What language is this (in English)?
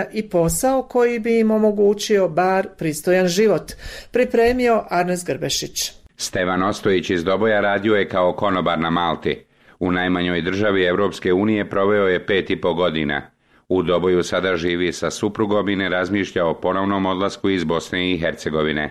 Bosnian